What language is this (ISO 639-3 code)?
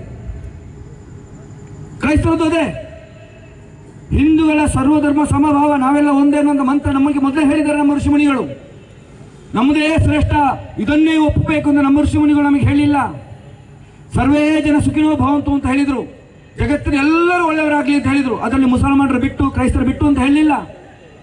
kan